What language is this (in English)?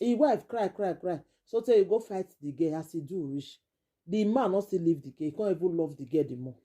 Nigerian Pidgin